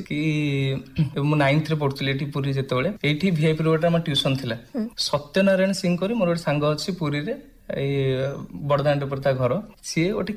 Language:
Odia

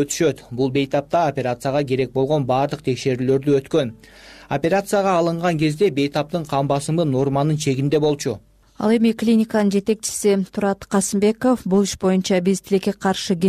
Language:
Kyrgyz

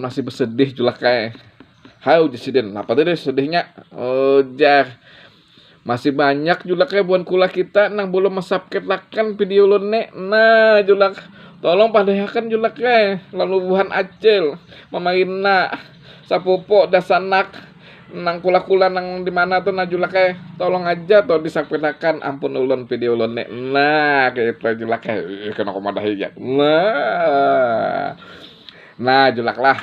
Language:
Banjar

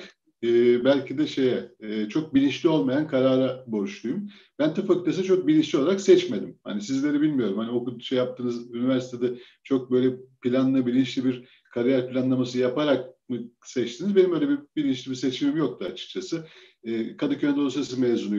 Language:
Turkish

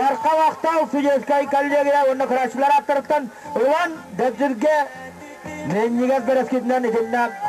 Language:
Yakut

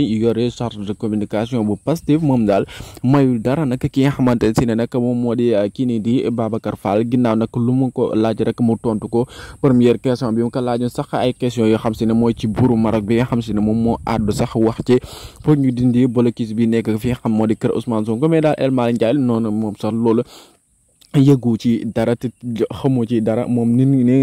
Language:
Wolof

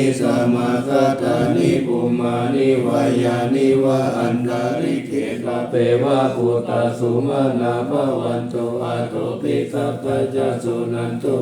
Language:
Pali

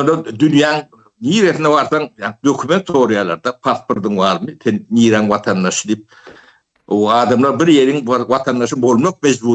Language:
Turkmen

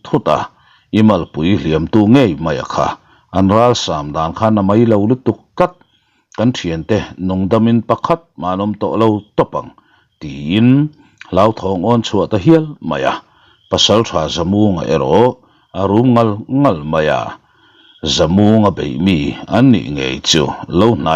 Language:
Mizo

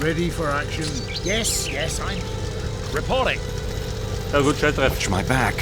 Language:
Bavarian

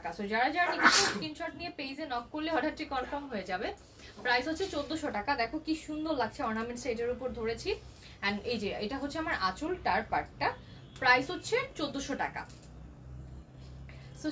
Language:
Bangla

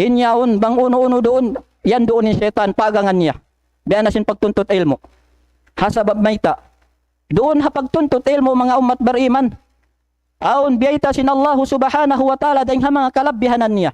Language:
Tausug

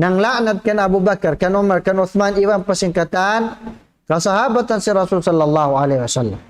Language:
Tausug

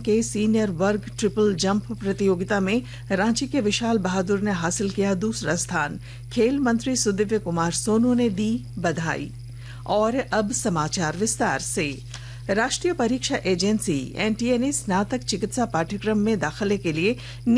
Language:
Hindi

